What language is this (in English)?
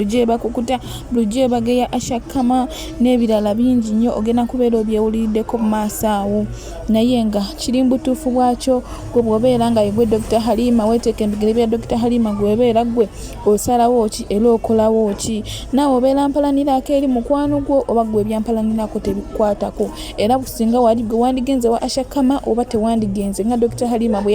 Ganda